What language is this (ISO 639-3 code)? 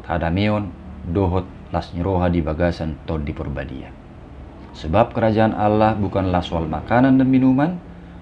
bbc